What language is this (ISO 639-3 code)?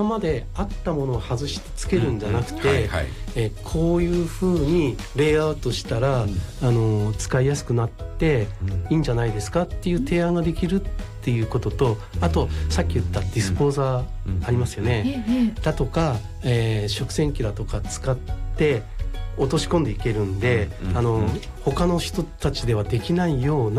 jpn